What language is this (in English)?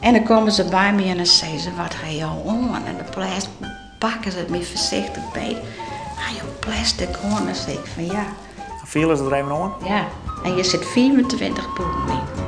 Western Frisian